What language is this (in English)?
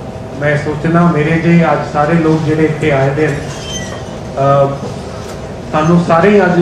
Dogri